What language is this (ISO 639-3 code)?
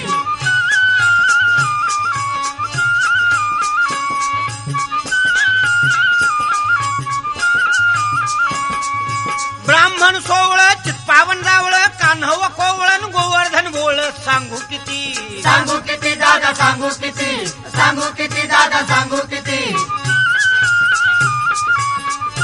mar